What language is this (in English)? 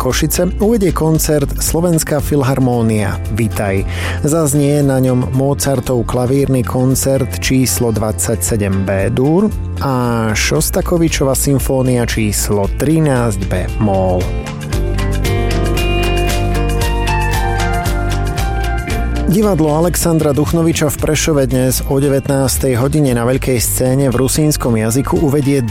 Slovak